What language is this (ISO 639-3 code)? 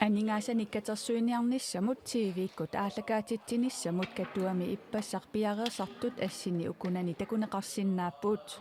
kal